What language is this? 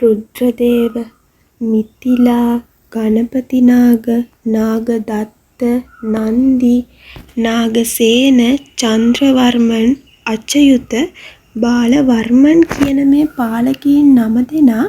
Sinhala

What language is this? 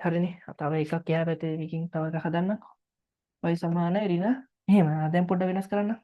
Sinhala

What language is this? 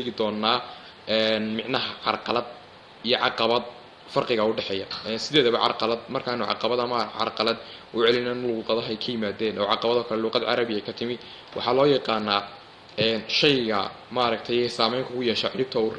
Somali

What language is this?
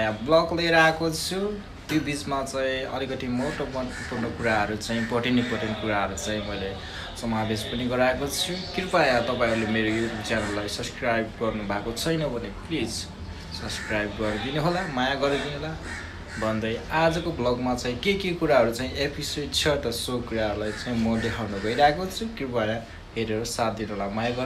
Nepali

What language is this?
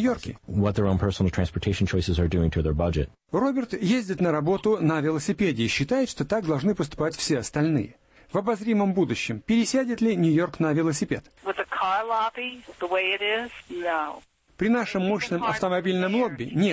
Russian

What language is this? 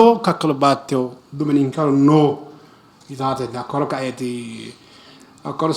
Sidamo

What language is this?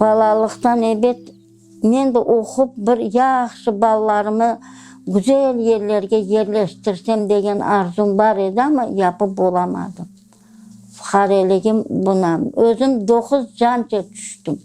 Crimean Tatar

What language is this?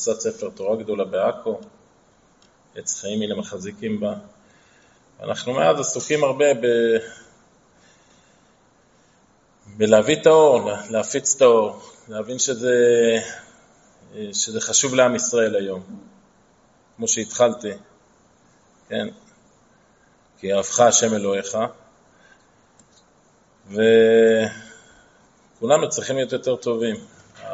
Hebrew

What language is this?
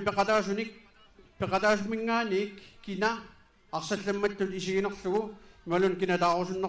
Kalaallisut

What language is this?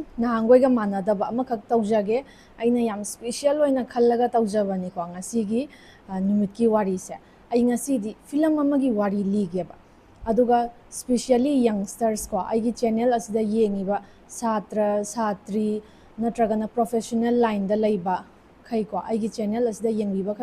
Manipuri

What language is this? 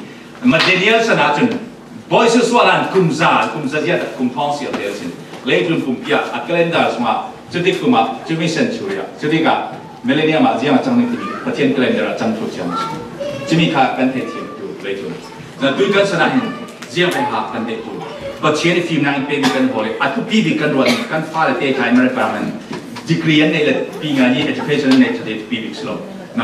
Falam Chin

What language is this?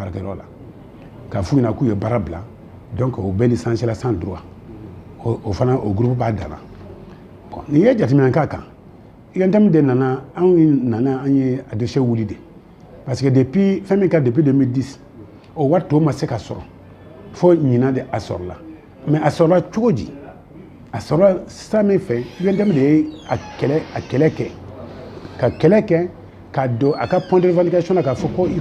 Bambara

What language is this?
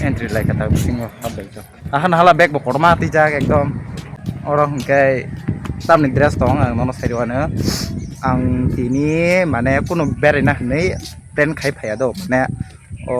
Kok Borok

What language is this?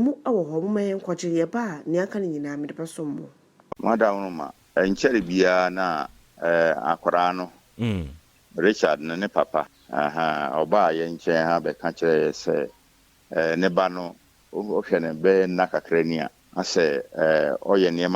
Akan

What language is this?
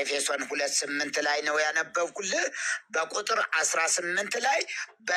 Amharic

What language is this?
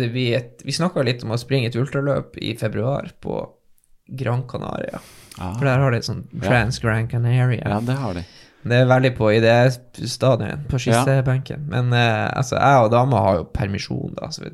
Norwegian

